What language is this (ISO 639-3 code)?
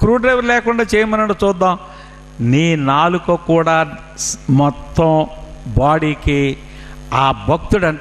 tel